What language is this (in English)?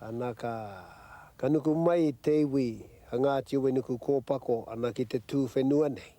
Māori